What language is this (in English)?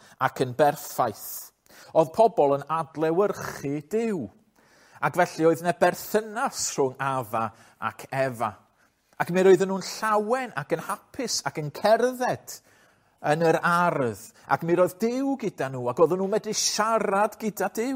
Welsh